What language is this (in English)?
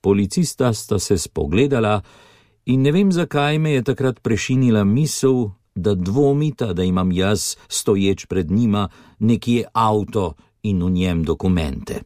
Slovenian